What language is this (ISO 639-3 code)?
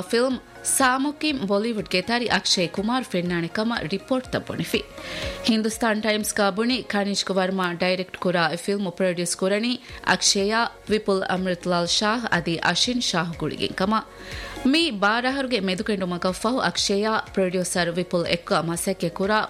div